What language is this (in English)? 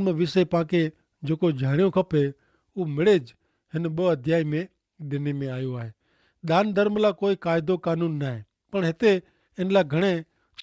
Kachhi